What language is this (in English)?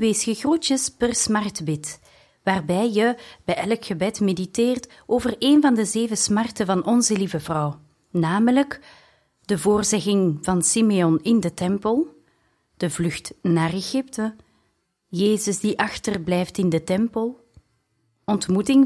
Dutch